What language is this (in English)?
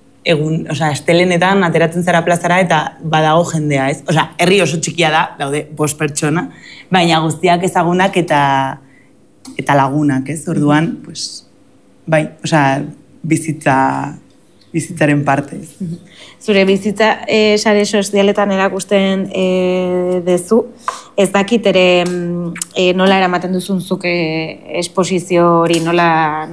Basque